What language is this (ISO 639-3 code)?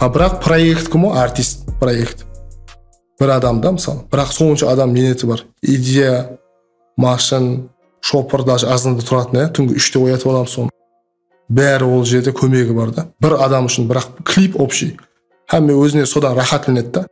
kaa